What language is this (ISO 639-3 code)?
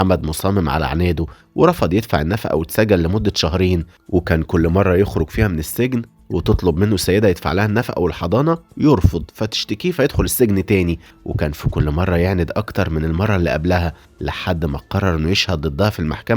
arz